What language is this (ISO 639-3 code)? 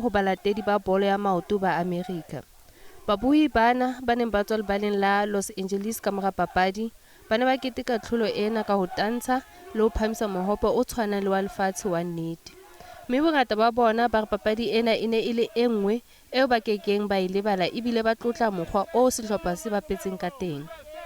tsn